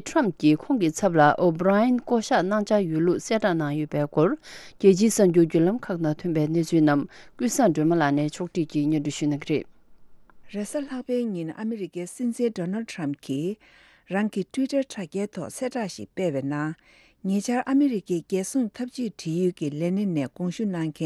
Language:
Tibetan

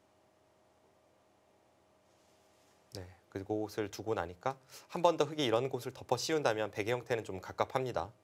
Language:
Korean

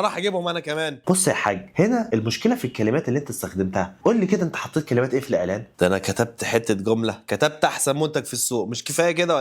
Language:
Egyptian Arabic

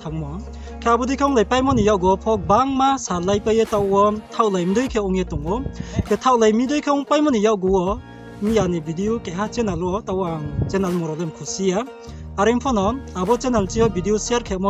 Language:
Riang (India)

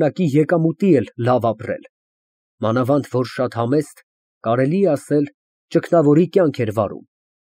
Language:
Armenian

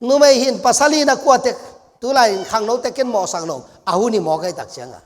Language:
Tedim Chin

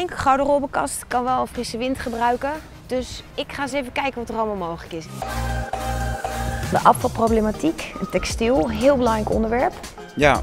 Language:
Dutch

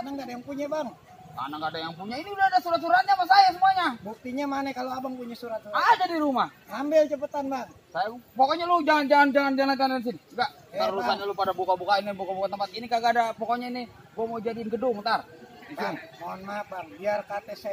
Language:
Betawi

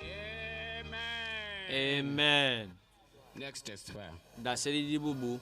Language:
Ewe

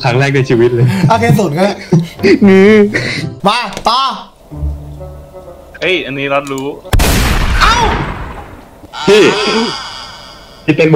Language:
Thai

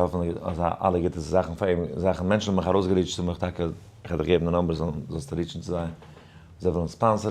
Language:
Yiddish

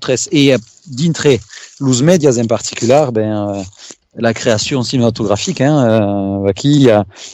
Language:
Occitan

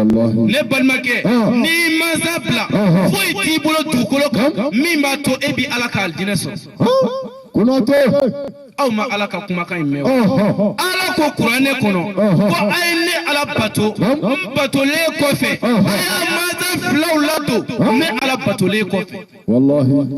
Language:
Bambara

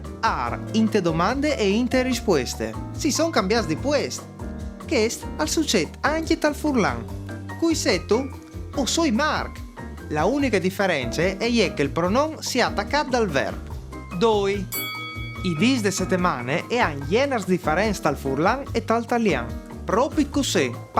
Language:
Friulian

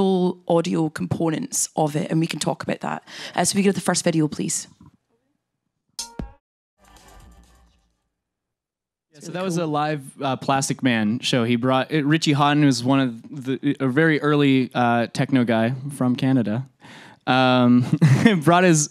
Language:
English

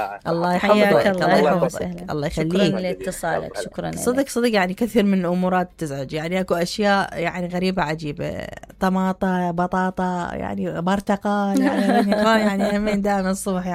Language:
Mesopotamian Arabic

